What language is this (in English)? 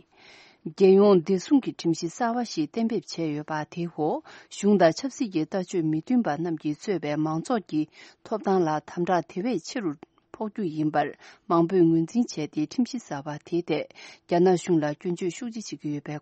Tibetan